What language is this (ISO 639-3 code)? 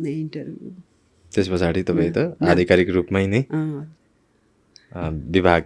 nep